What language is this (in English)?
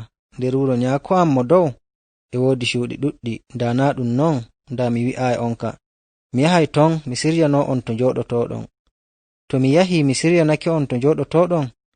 Nigerian Fulfulde